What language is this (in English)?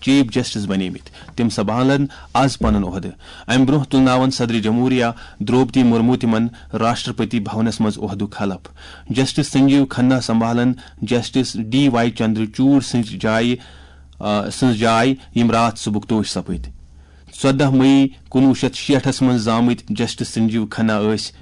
Kashmiri